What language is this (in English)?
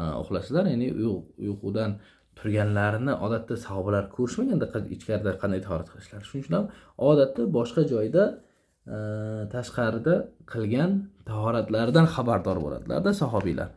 Uzbek